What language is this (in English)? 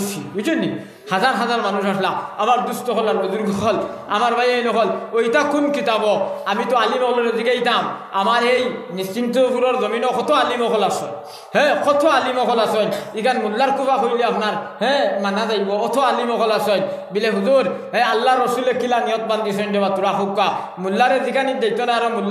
Sylheti